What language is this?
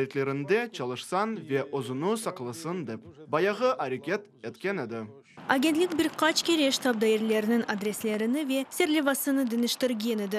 Crimean Tatar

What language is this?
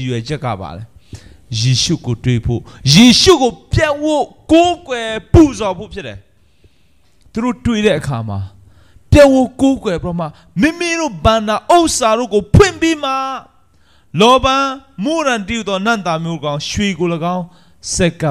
Burmese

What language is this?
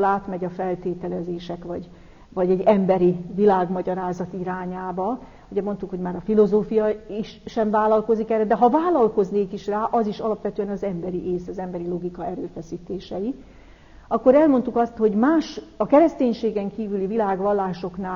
Hungarian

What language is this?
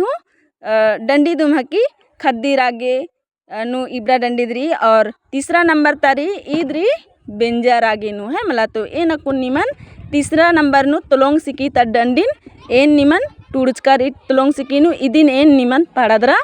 Kurukh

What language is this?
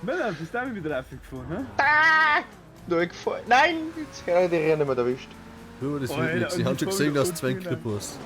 Bavarian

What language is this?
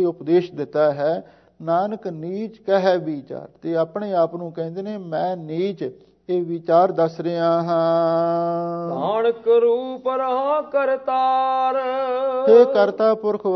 Punjabi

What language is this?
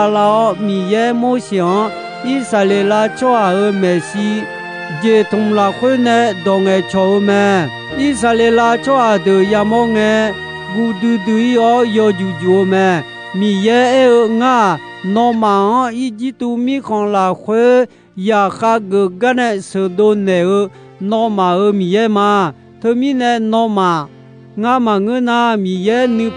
Akha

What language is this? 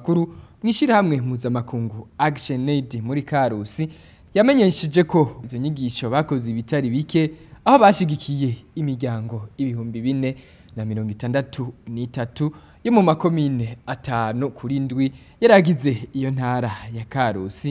Rundi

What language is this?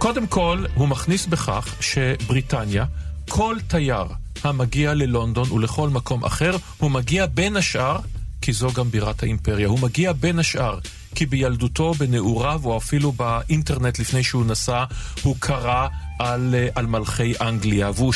Hebrew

